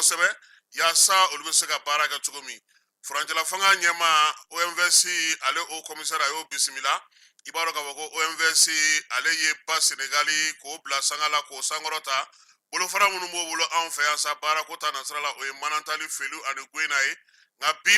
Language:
Bambara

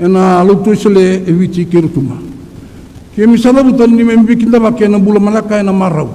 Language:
Fijian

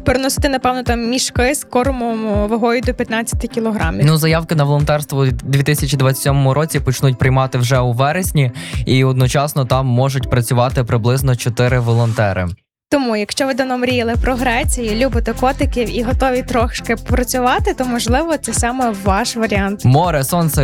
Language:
Ukrainian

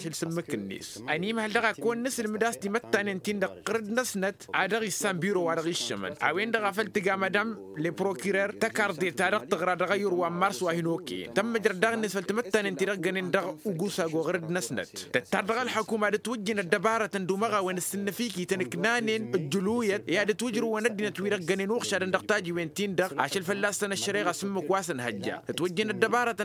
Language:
Tamasheq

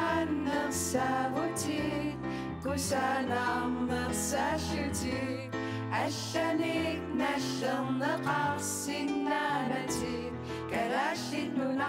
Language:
Kalaallisut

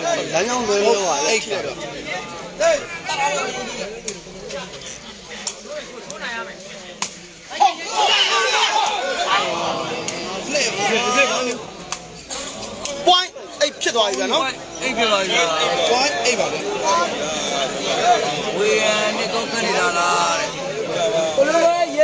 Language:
Burmese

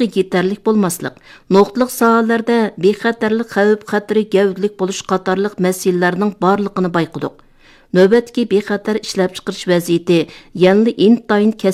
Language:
Uyghur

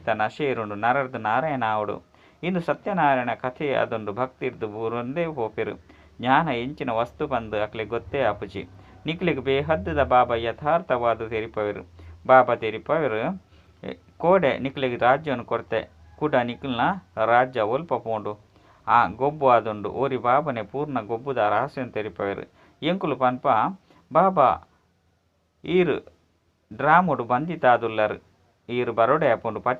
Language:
Tulu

